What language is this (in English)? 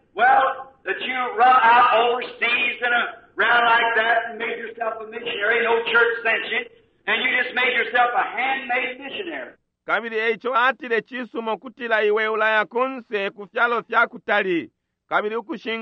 Bemba